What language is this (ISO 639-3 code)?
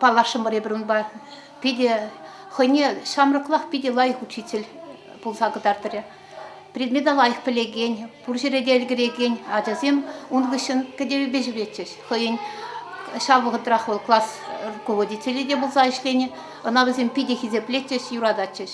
chv